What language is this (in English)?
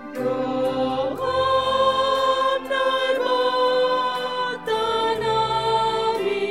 Batak Simalungun